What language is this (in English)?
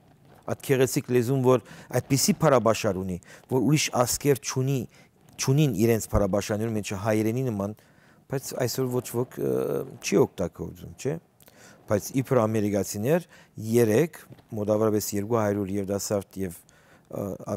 Western Armenian